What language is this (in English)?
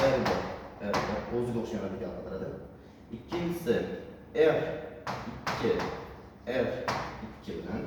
Uzbek